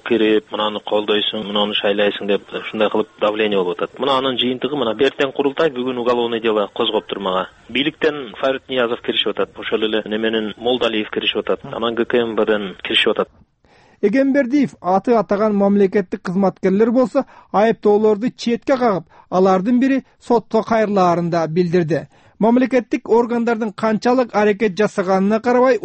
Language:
Kyrgyz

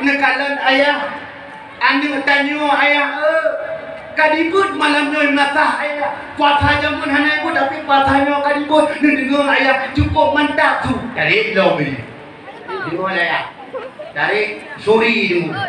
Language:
Achinese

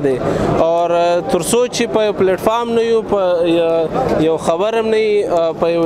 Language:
Pashto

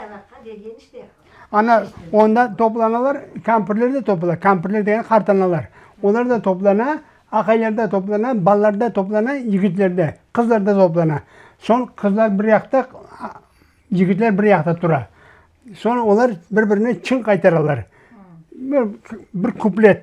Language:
Crimean Tatar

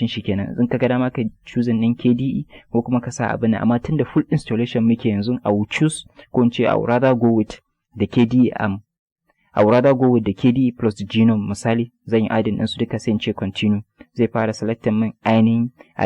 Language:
Hausa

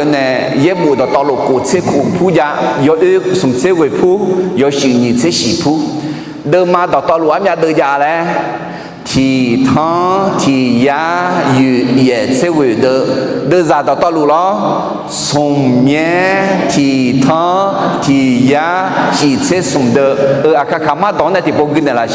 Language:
Akha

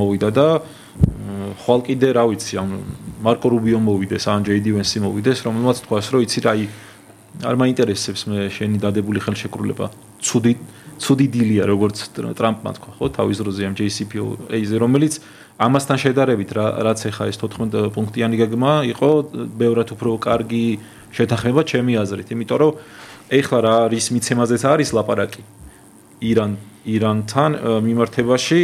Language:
Georgian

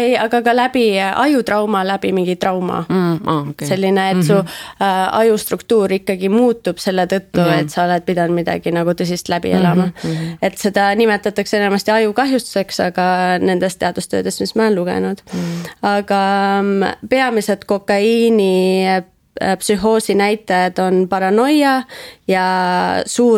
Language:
Estonian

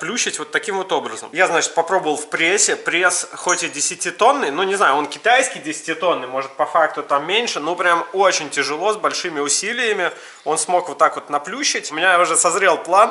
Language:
Russian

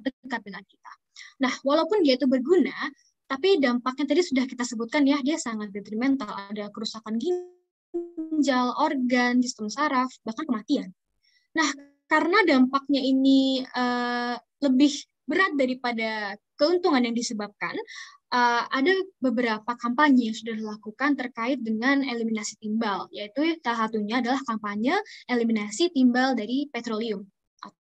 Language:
Indonesian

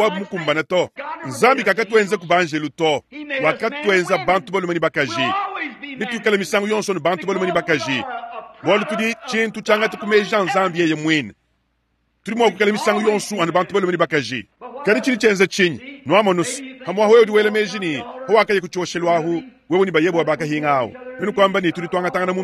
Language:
Luba-Lulua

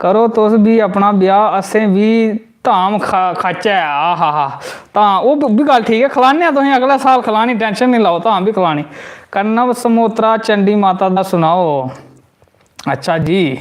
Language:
Dogri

